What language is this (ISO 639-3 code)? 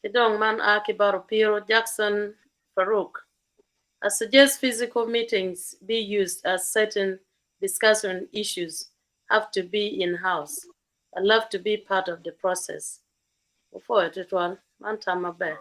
ach